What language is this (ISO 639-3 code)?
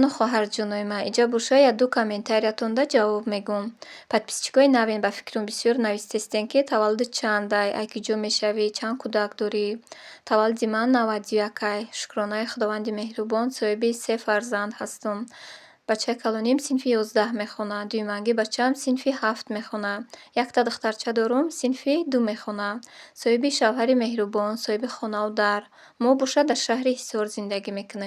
tgk